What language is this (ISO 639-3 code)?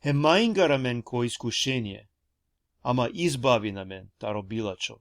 rmn